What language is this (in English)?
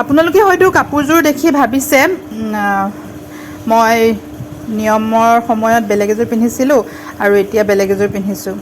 Assamese